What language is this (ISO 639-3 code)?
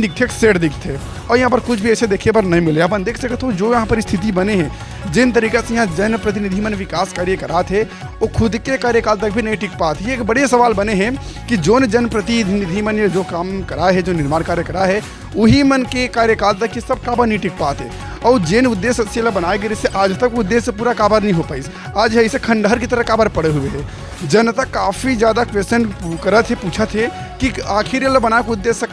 hne